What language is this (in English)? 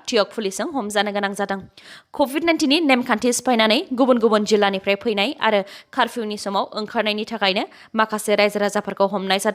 Bodo